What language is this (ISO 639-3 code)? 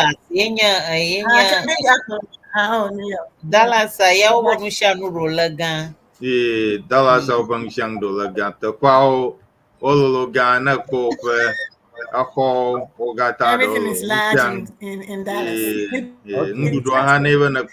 ewe